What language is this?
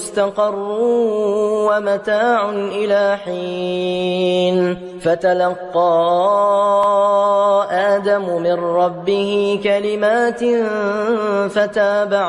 Arabic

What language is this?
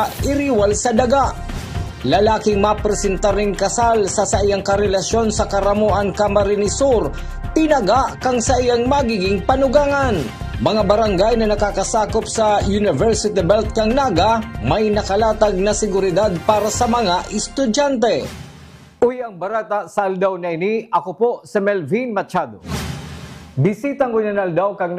Bikol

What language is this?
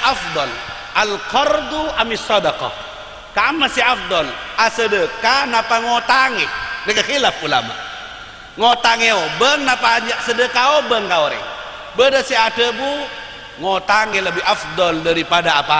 Madurese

